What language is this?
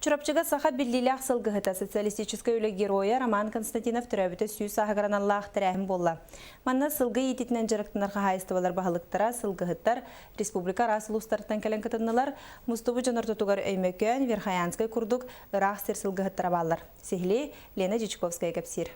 Yakut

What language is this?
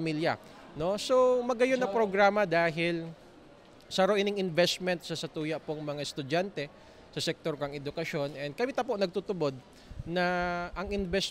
Bikol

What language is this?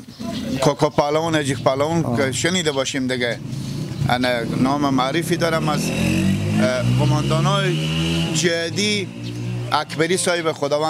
Persian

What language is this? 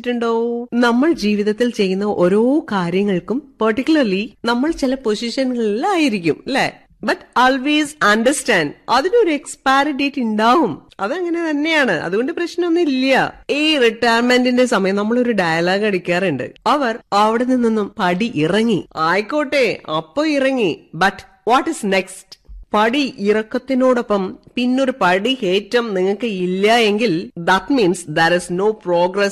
Malayalam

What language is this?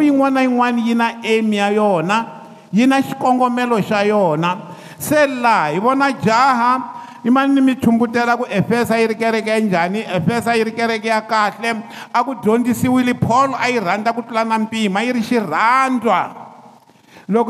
Tsonga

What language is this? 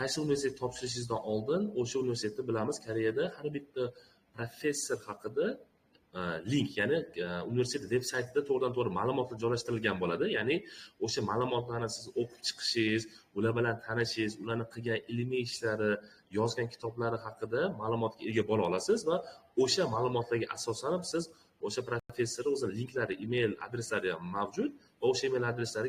Uzbek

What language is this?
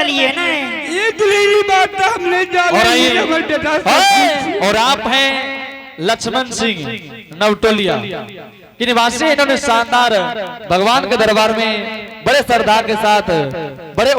Angika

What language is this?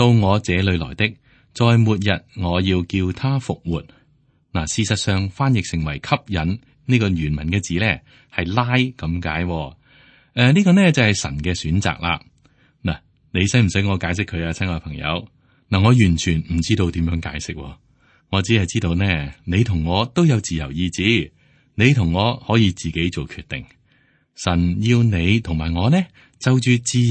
Cantonese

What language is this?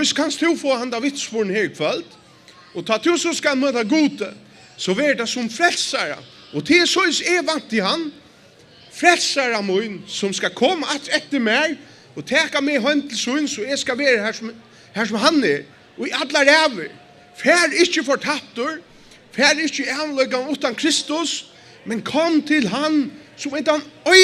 Faroese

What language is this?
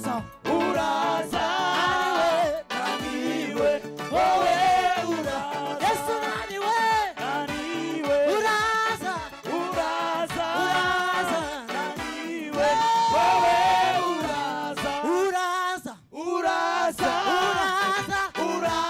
Kinyarwanda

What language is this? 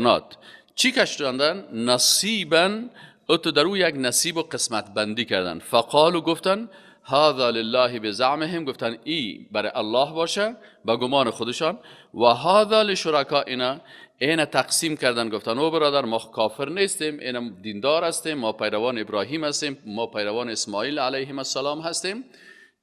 Persian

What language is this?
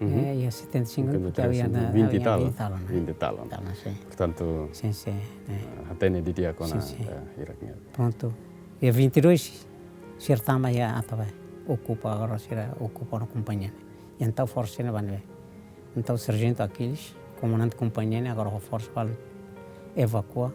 Tetum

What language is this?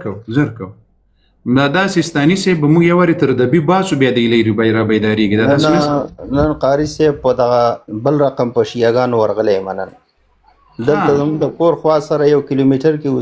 Pashto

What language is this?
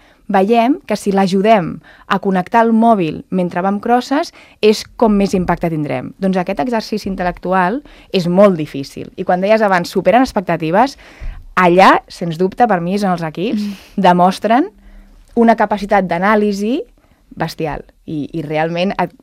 Catalan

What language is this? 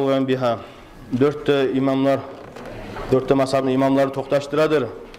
Kumyk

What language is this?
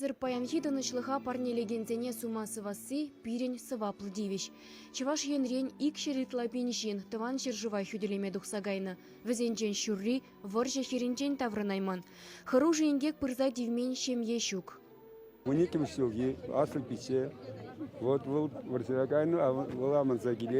Chuvash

